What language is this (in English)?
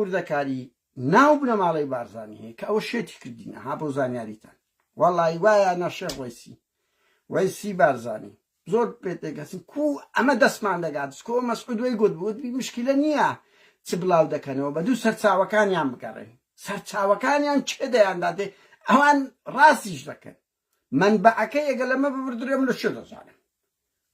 Central Kurdish